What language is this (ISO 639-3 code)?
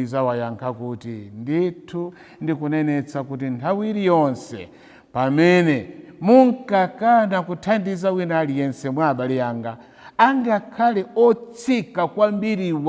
nya